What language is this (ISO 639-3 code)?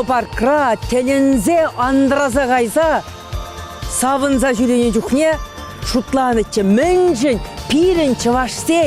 chv